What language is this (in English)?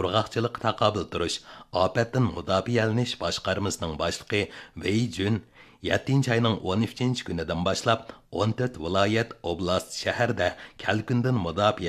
Uyghur